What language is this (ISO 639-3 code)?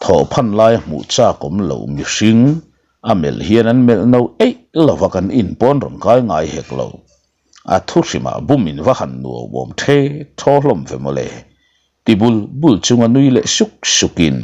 lus